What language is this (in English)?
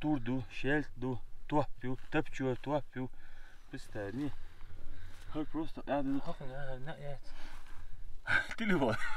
Russian